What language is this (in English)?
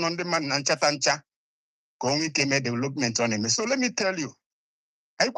Igbo